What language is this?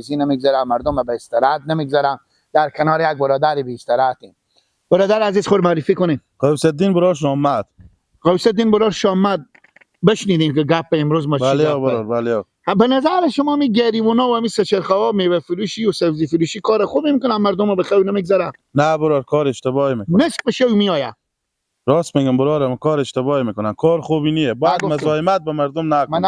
Persian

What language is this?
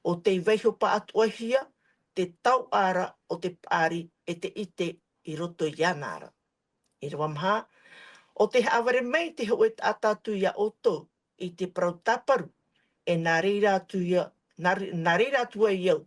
Tahitian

